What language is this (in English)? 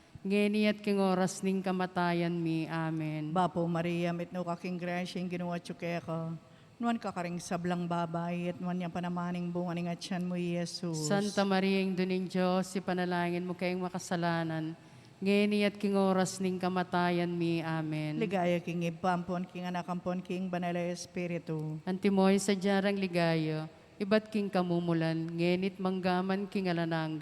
Pampanga